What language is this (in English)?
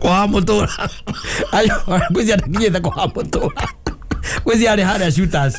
Kikuyu